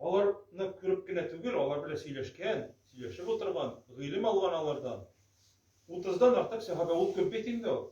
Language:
Tatar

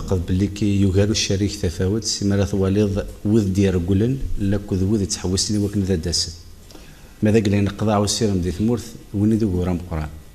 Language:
Kabyle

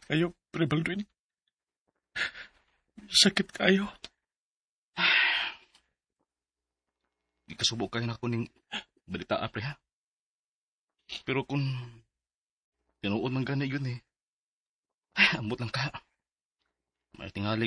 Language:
Cebuano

